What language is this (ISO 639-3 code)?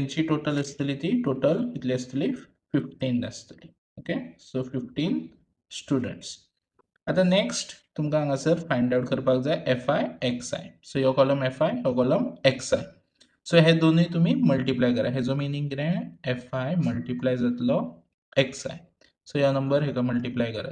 kok